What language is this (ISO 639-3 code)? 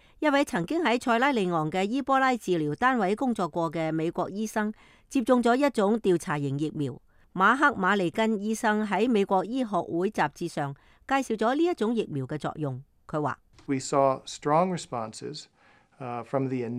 yue